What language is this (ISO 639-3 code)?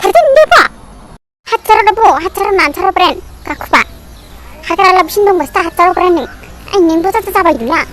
dis